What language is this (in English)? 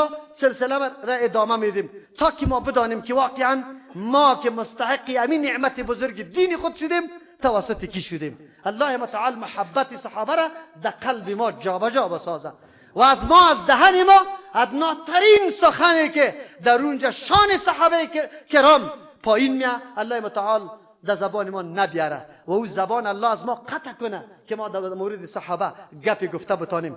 Persian